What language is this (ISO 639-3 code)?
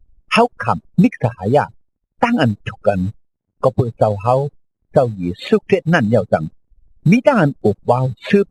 shn